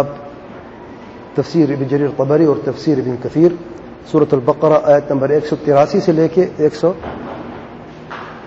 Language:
Urdu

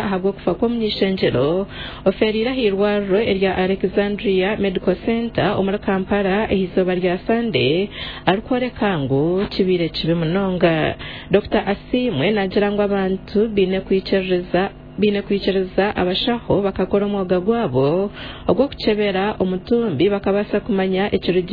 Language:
Nyankole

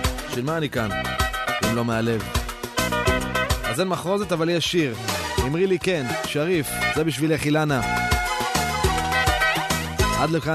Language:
Hebrew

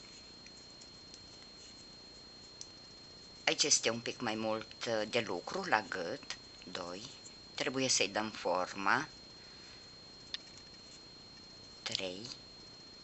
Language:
Romanian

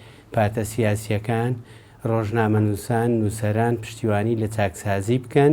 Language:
Central Kurdish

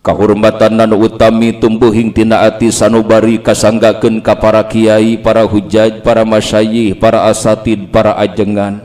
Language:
Sundanese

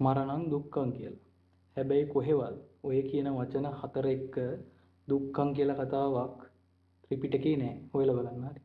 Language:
Sinhala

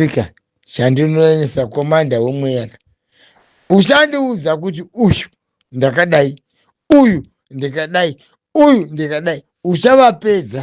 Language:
Shona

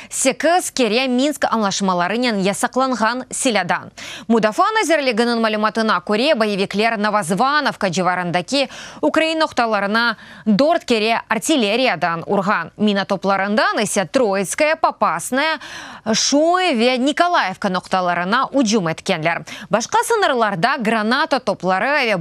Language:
Crimean Tatar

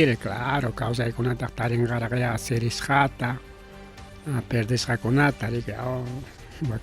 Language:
Ayacucho Quechua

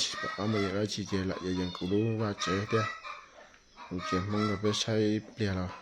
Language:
Hmong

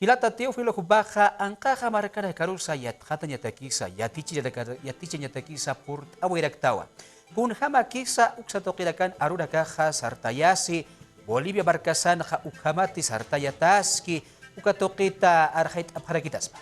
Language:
Aymara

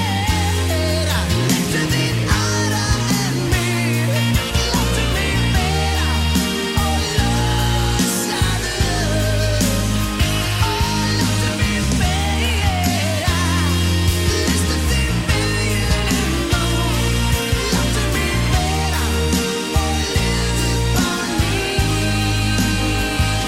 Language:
Icelandic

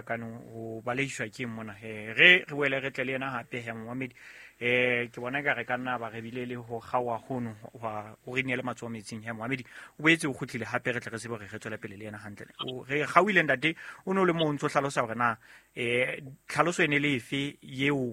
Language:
Southern Sotho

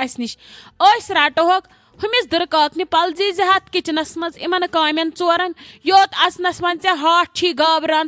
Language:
Kashmiri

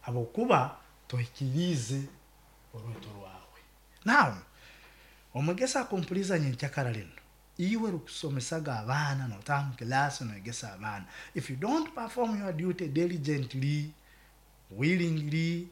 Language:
Nyankole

